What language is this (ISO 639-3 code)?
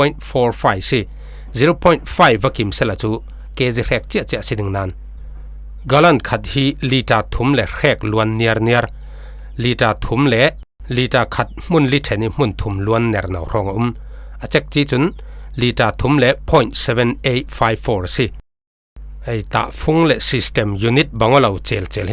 cfm